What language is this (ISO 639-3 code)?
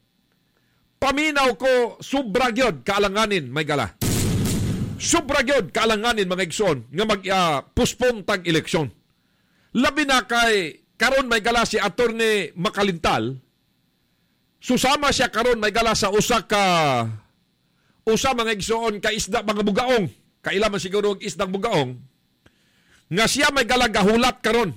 ceb